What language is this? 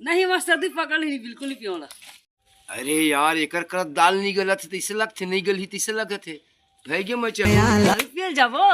Chhattisgarhi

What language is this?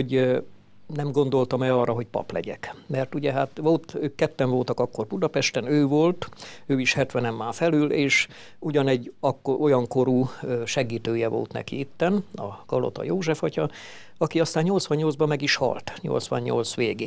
Hungarian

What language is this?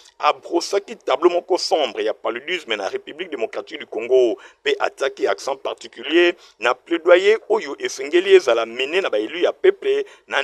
Lingala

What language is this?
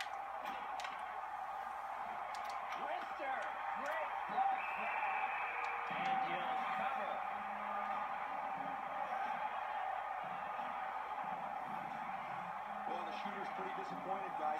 English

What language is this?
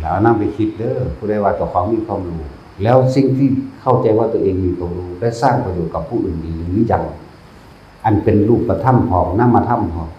Northeastern Thai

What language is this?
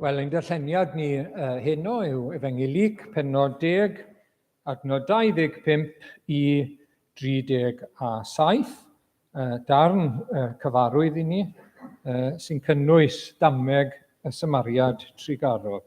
Welsh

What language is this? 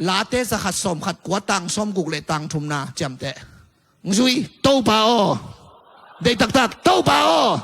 Tedim Chin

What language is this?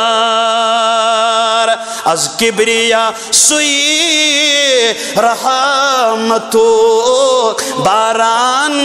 Kashmiri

